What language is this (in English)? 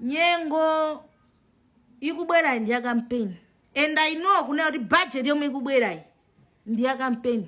Nyanja